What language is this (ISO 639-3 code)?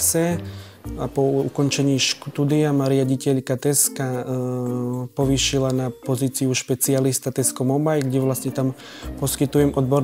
slk